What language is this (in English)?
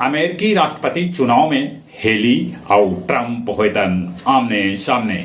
Magahi